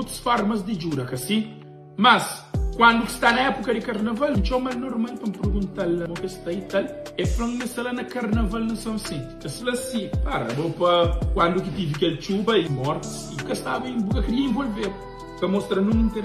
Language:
Kabuverdianu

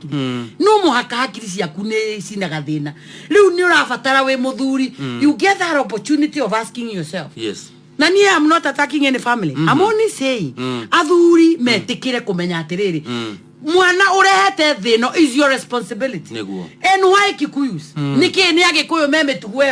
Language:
Kikuyu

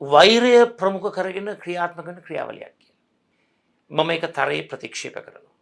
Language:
Sinhala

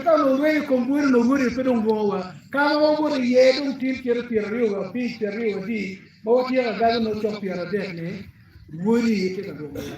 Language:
Acoli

